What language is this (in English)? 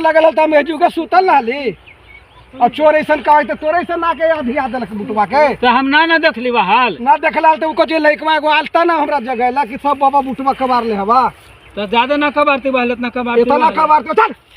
Magahi